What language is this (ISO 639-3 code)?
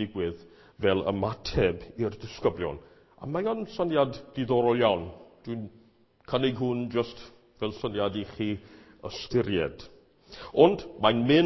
cym